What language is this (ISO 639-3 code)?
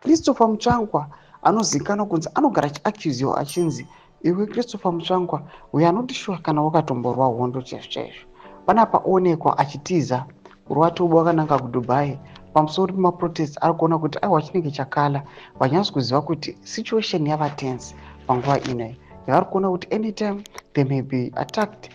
sna